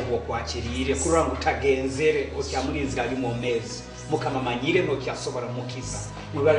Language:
Nyoro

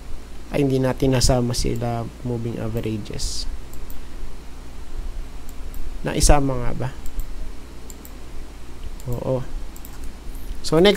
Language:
Filipino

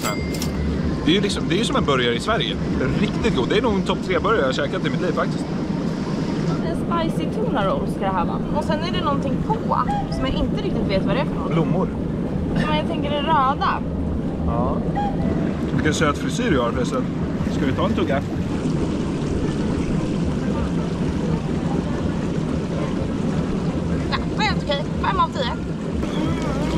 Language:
Swedish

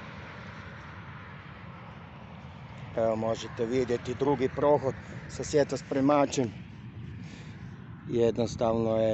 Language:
Croatian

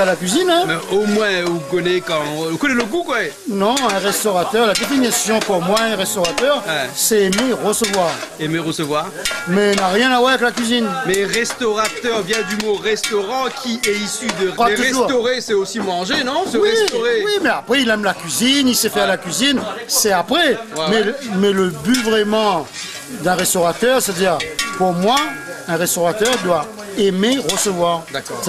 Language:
Réunion Creole French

